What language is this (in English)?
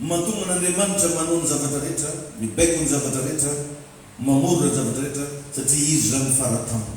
Malagasy